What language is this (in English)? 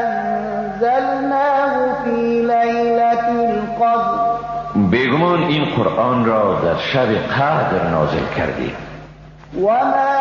Persian